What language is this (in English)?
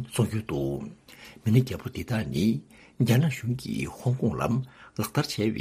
Tibetan